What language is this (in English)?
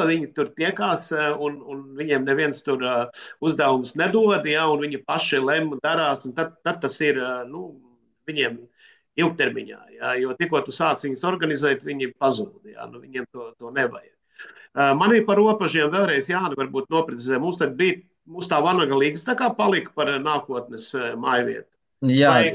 Latvian